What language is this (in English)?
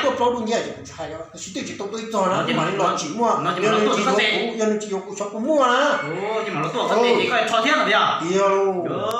Hmong